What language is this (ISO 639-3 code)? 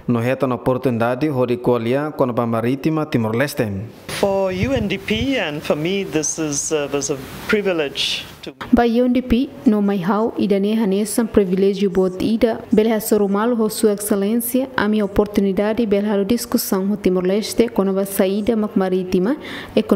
tet